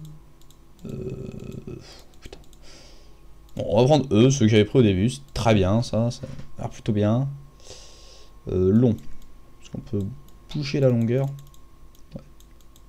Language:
French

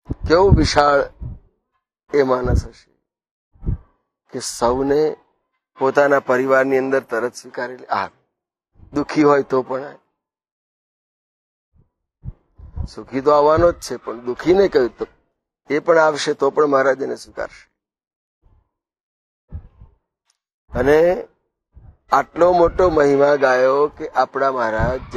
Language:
Gujarati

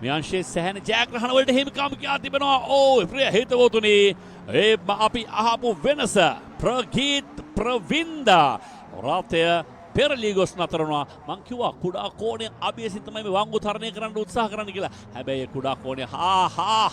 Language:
Sinhala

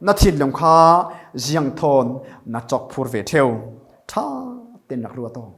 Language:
Falam Chin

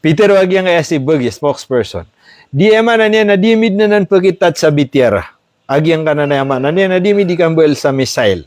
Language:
Maranao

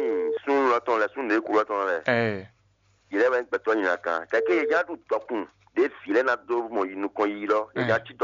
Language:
Fon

